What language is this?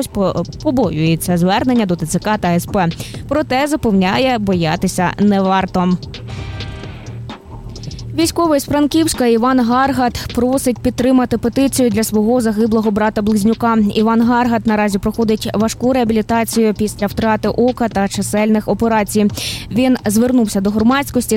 Ukrainian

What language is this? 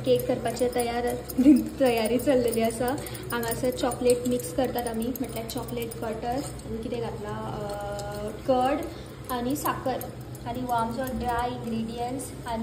Konkani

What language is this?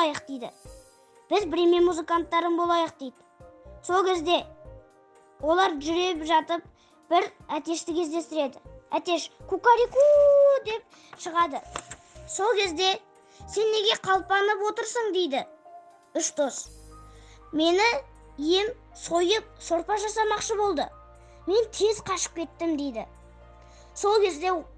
Kazakh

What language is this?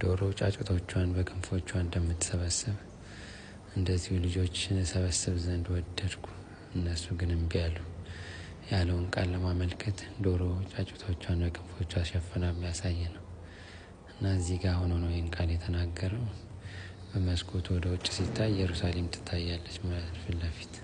Amharic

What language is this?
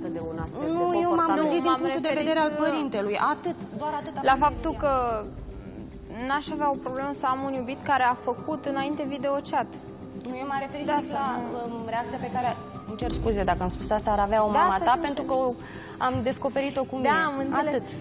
Romanian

